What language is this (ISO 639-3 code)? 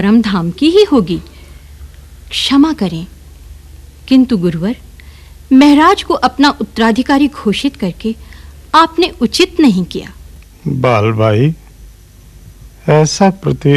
hin